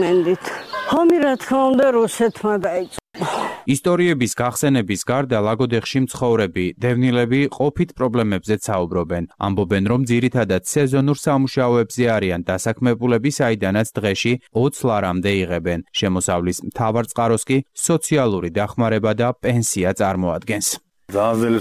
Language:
Georgian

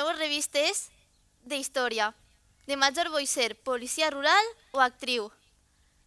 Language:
Catalan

